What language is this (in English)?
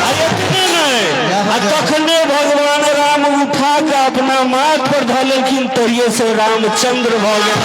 Maithili